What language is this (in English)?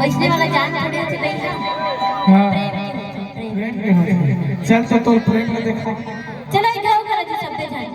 Chhattisgarhi